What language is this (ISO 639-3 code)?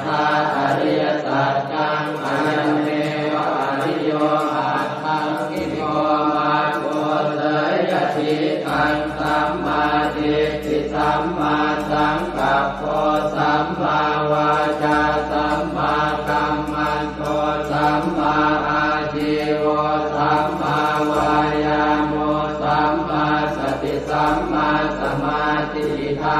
pli